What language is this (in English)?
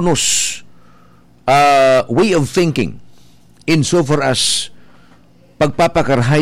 Bikol